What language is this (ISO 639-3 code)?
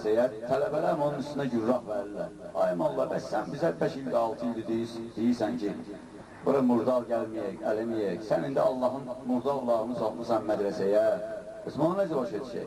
aze